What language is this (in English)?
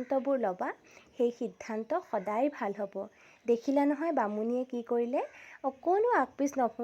Assamese